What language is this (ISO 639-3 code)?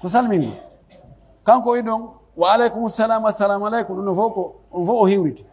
fuf